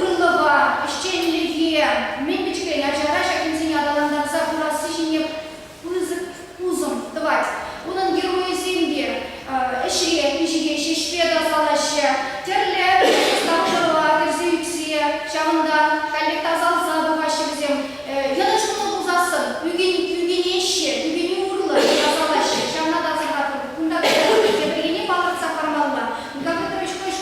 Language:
Chuvash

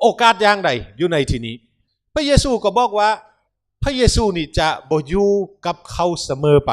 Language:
Lao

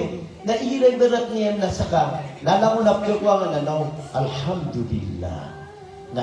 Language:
Maranao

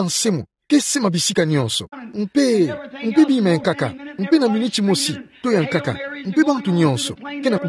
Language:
Kituba (Democratic Republic of Congo)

